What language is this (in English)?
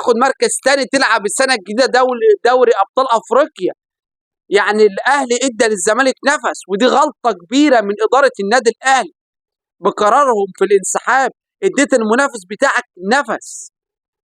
Egyptian Arabic